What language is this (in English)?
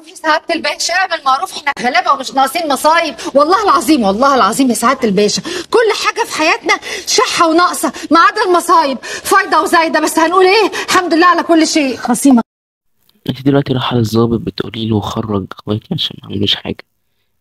Egyptian Arabic